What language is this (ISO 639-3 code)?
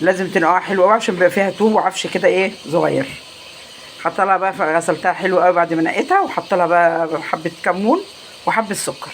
arz